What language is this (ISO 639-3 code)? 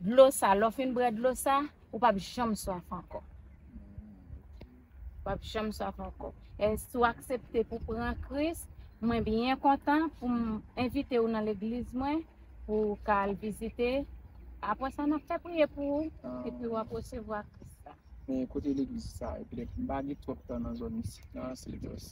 hat